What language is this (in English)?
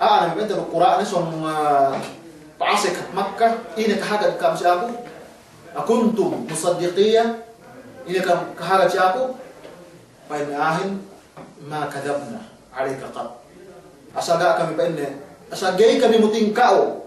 Yakan